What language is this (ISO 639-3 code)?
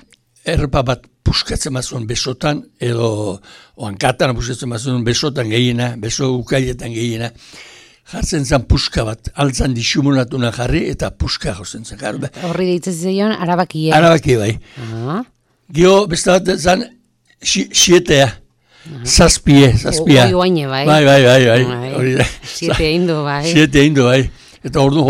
eus